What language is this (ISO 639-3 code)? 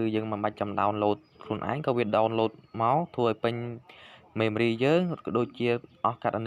khm